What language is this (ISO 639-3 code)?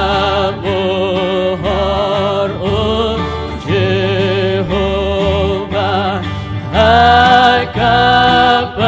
kha